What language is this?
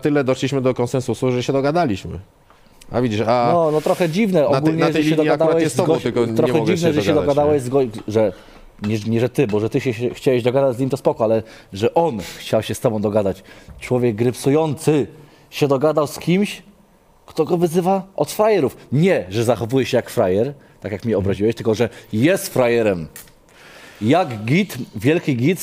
Polish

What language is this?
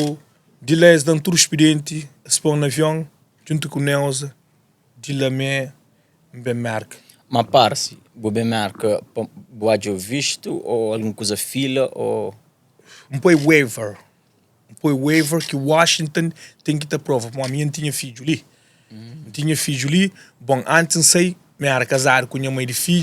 Kabuverdianu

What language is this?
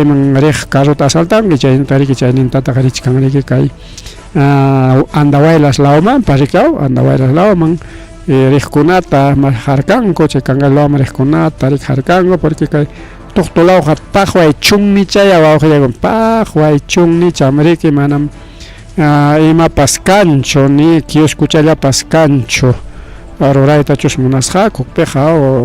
Ayacucho Quechua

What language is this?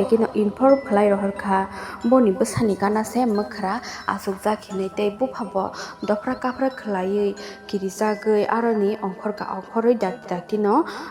Kok Borok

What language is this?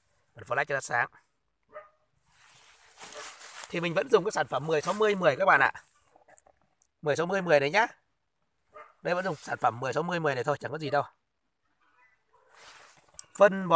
Vietnamese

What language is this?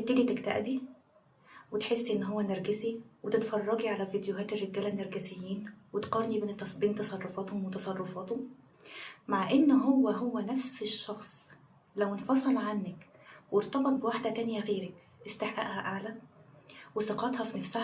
Egyptian Arabic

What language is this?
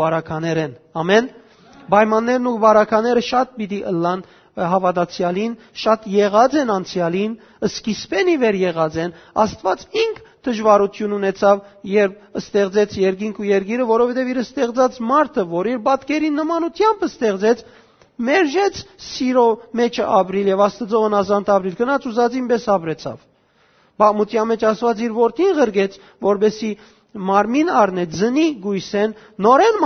Western Armenian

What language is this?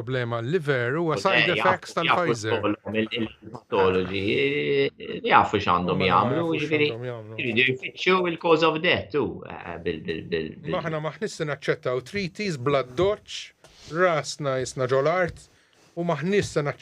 Maltese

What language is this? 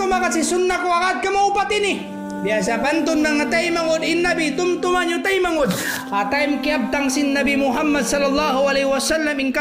Tausug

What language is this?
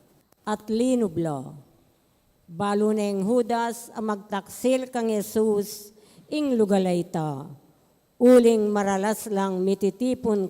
Pampanga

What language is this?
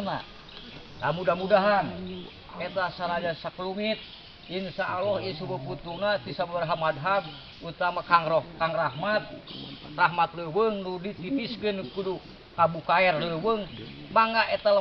Sundanese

